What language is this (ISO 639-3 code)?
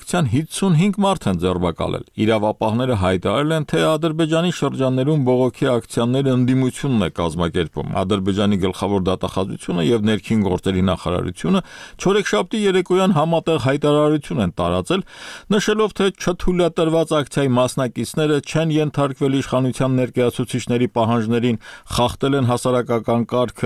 hye